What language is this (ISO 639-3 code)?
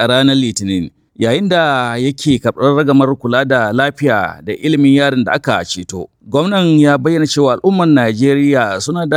hau